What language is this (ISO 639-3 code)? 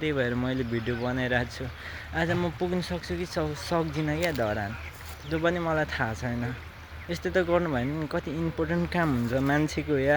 nep